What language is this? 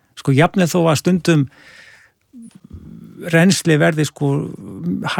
Icelandic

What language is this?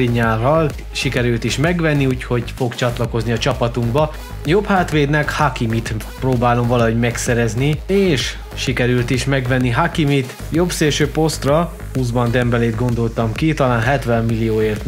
Hungarian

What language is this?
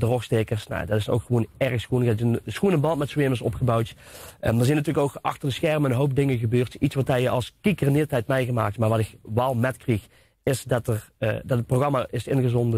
Limburgish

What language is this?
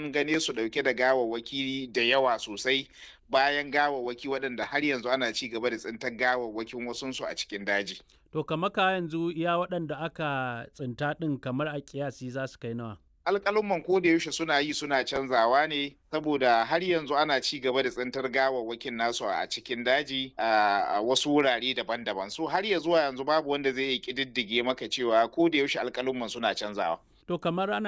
Hausa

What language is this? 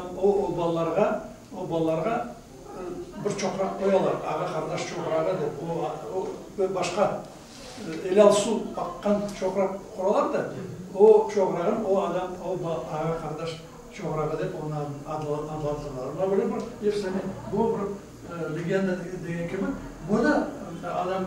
Crimean Tatar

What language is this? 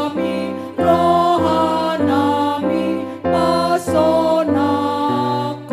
Batak Toba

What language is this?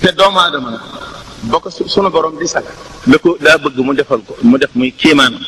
Wolof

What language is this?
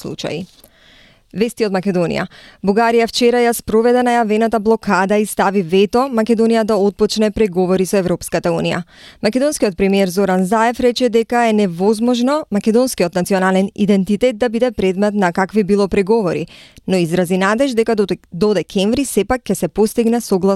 Macedonian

